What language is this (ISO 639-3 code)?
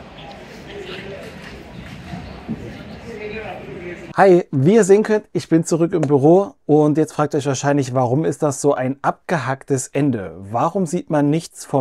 deu